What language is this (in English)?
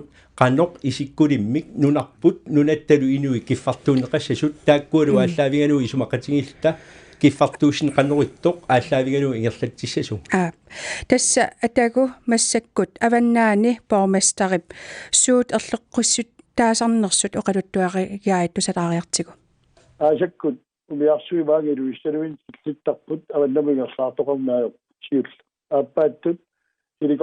Kalaallisut